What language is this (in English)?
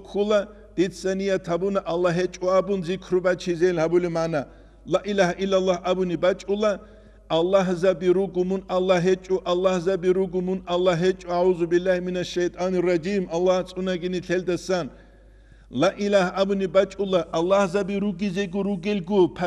Avaric